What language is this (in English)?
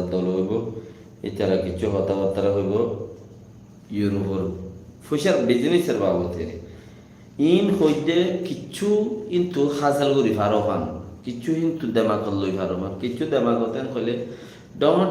Rohingya